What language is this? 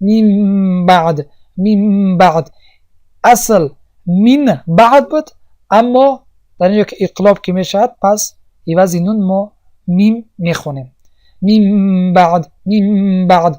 Tajik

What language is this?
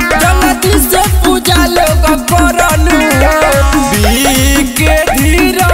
Bhojpuri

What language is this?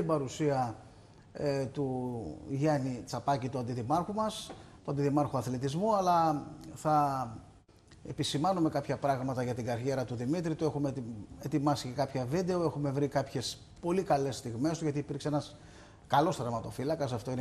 Greek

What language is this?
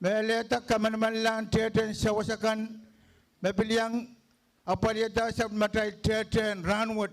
Pohnpeian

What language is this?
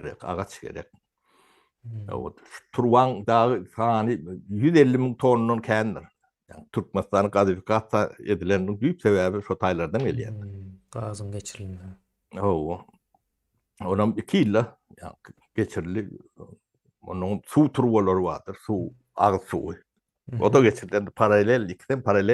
Turkmen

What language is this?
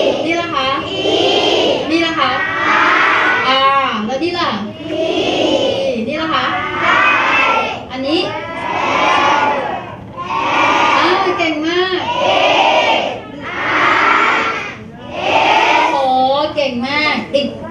Thai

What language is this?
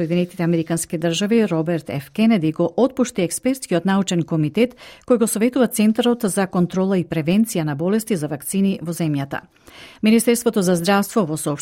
Macedonian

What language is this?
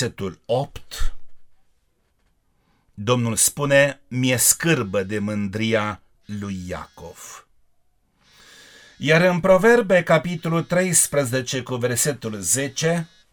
Romanian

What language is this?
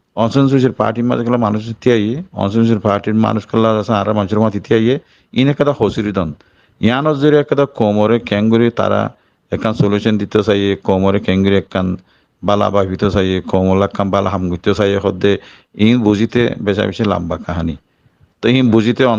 Rohingya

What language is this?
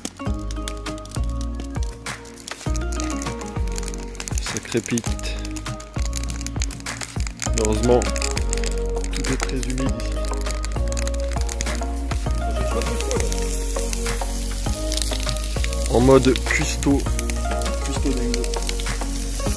French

